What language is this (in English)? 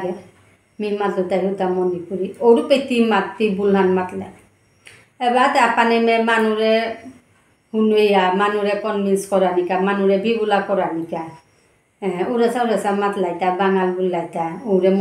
Bishnupriya